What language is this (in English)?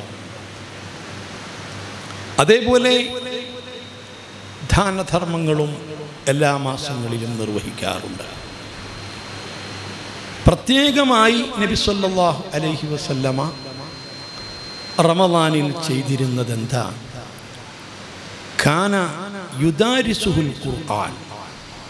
Malayalam